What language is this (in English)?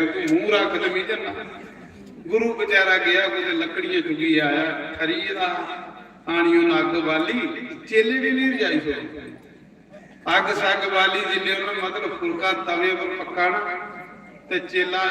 Dogri